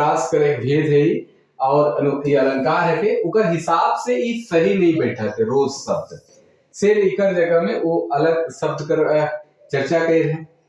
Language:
Sadri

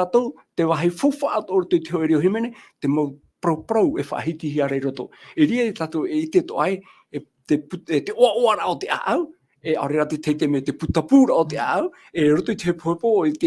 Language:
Tahitian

